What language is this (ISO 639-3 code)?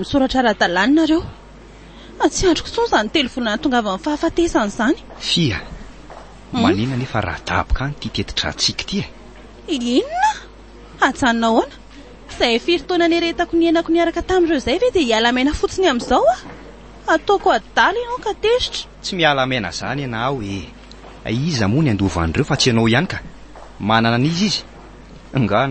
mlg